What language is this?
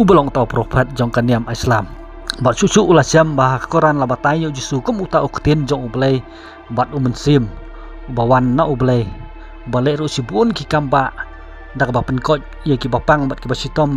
Khasi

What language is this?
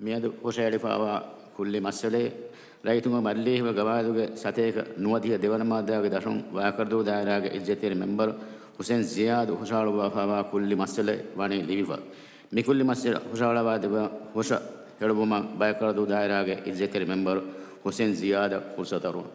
Divehi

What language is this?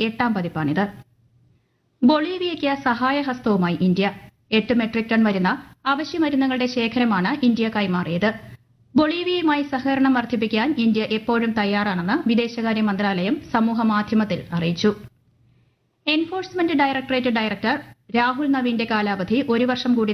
Malayalam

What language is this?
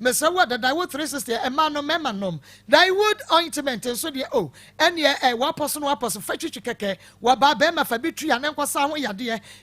Akan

